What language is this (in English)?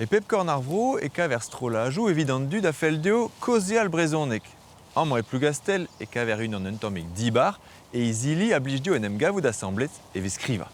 Breton